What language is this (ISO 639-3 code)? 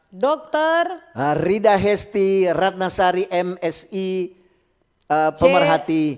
xmm